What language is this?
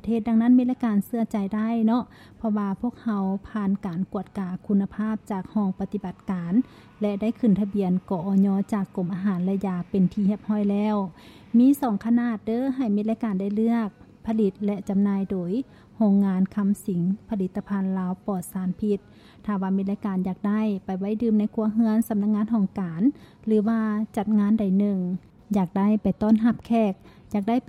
Lao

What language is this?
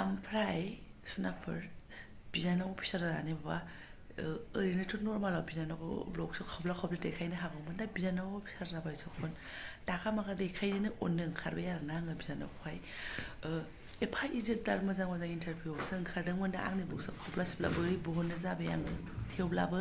Bodo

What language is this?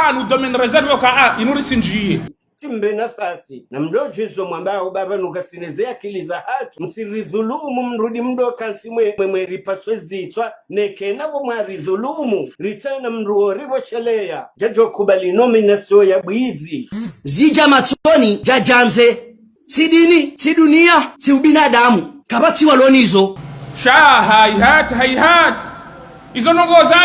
Ngazidja Comorian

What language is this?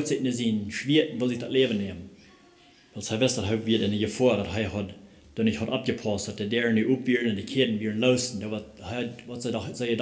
Plautdietsch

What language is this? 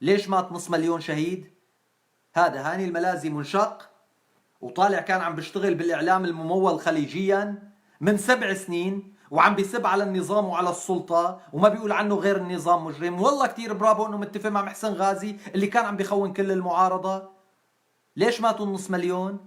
North Levantine Arabic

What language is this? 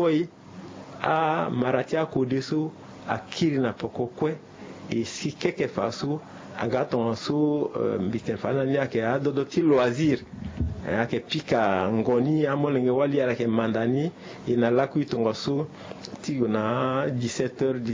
Sango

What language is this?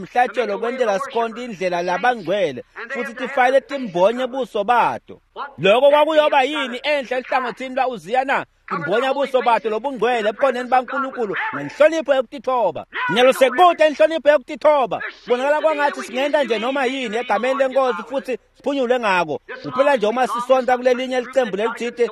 Swati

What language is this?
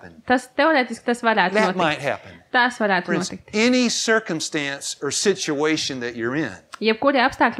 Latvian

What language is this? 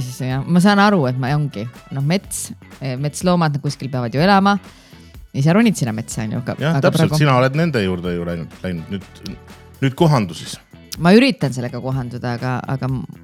Estonian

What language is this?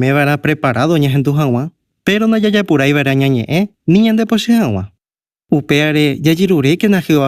Guarani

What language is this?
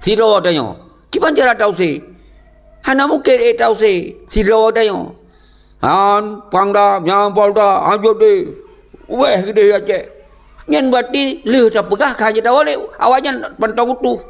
Achinese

